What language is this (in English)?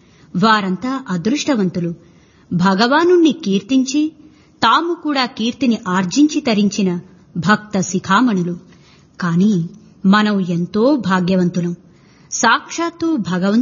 Telugu